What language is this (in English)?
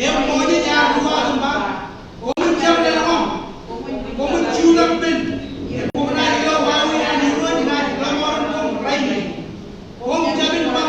Marshallese